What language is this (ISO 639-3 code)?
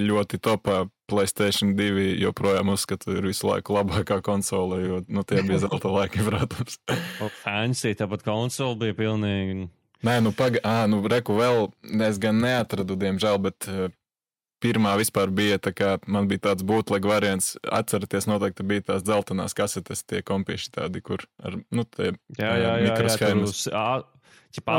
lav